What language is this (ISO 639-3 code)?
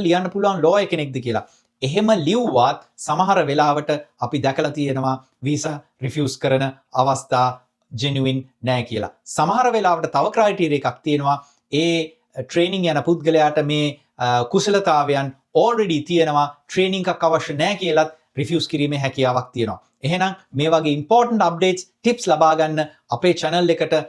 sin